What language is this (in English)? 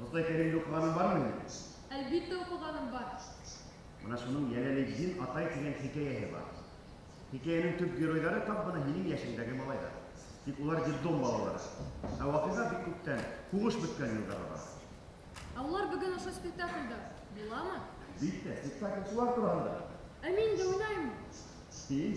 Bashkir